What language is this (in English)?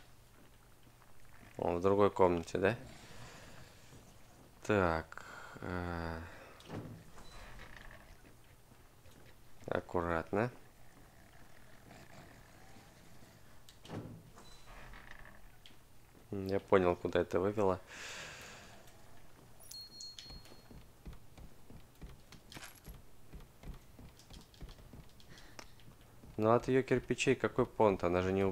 Russian